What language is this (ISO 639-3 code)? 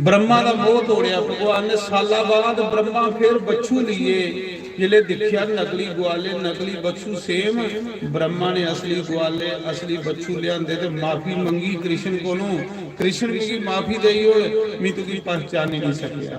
doi